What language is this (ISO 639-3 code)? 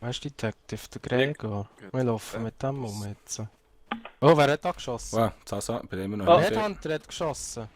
gsw